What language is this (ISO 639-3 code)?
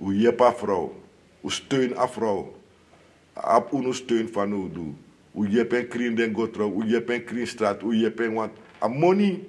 srn